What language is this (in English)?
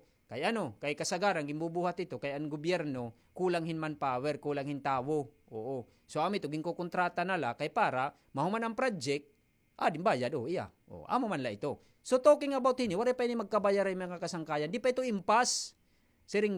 Waray